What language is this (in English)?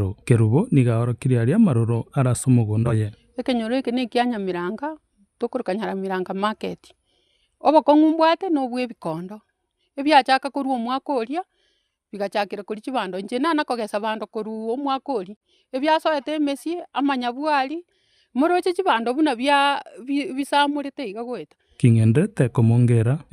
Gusii